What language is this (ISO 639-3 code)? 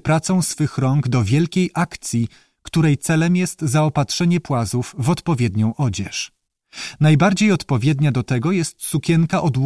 pol